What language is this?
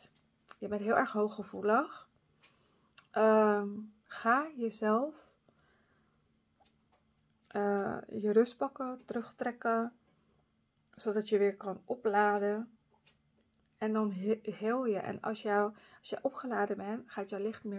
Dutch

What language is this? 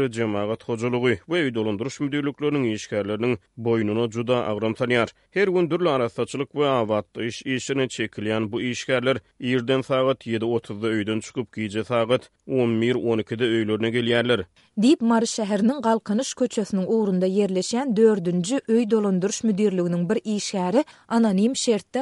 Turkmen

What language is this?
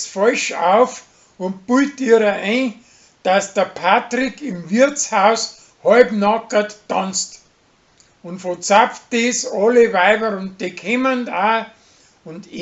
Bavarian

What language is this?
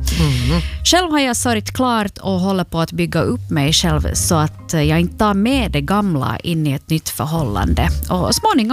Swedish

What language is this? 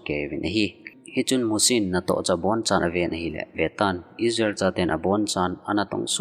Thado Chin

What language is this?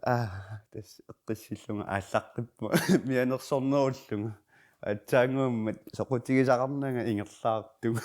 Kalaallisut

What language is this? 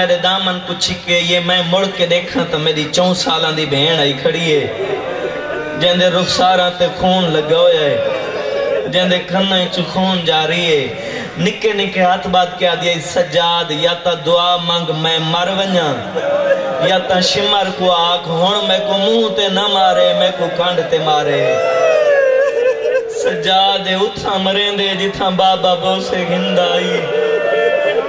Saraiki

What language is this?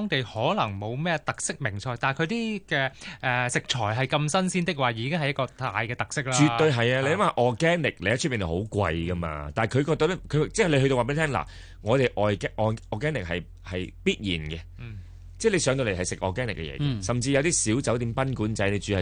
Cantonese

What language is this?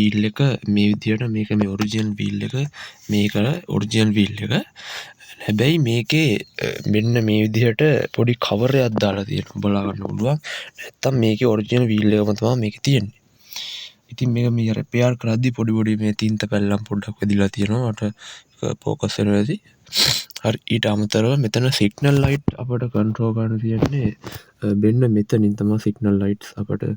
Sinhala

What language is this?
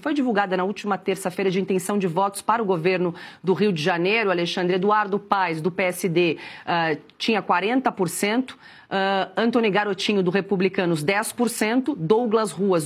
Portuguese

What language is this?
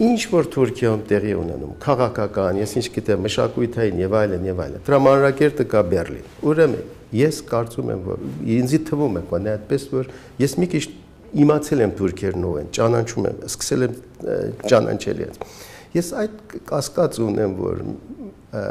Armenian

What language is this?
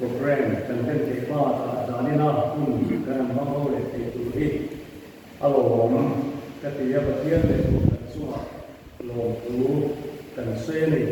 Mizo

